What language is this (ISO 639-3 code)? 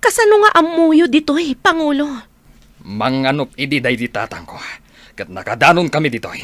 ilo